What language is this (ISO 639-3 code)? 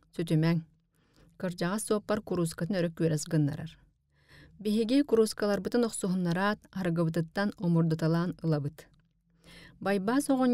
sah